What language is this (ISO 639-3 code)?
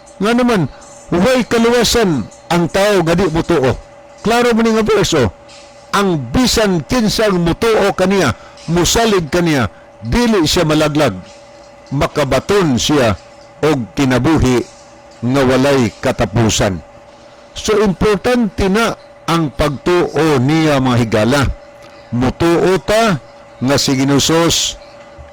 ceb